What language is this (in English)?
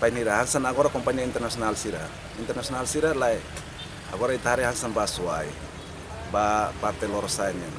Tetum